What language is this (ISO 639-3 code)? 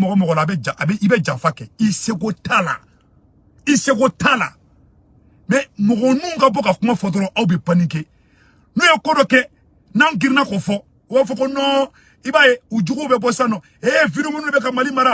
bam